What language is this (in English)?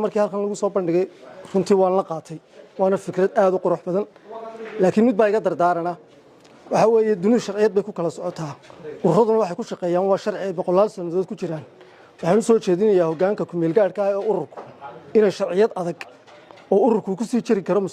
Somali